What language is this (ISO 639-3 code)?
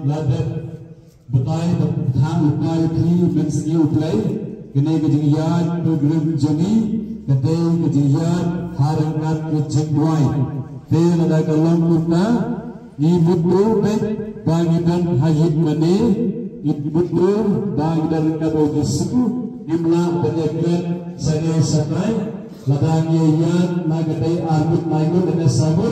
kha